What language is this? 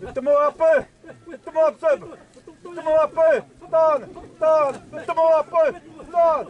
Xavánte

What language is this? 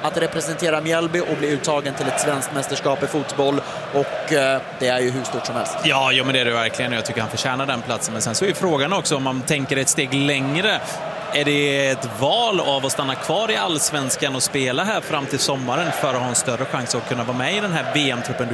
Swedish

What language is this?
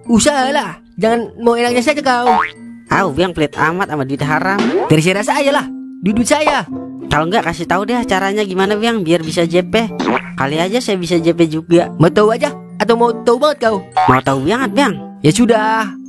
Betawi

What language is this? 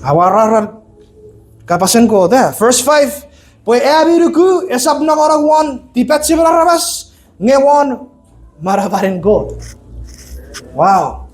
Chuukese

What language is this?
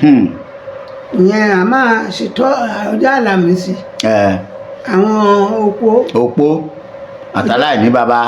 Yoruba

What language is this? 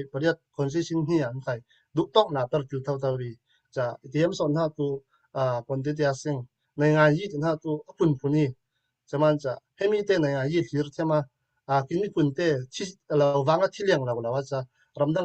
Falam Chin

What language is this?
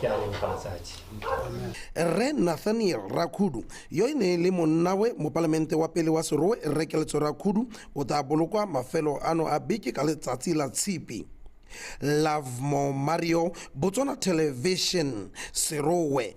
Tswana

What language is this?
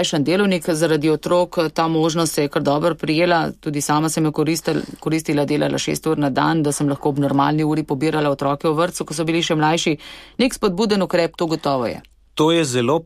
Slovenian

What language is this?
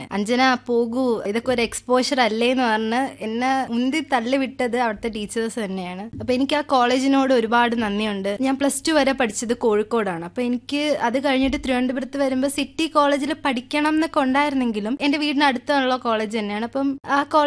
Malayalam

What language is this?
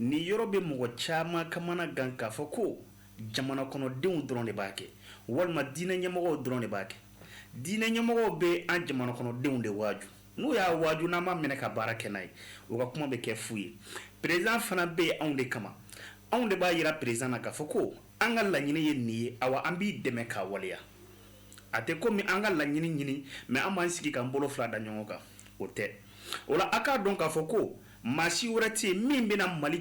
Bambara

